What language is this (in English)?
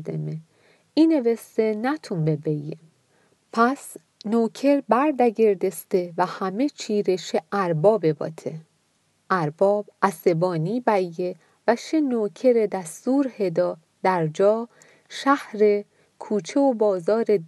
Mazanderani